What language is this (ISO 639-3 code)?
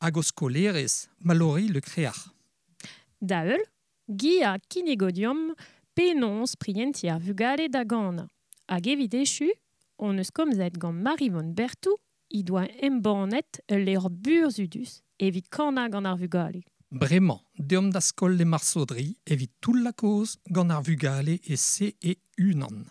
bre